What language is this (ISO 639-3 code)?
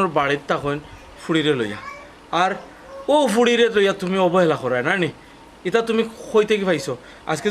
syl